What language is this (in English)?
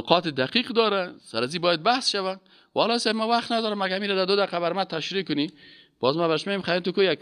Persian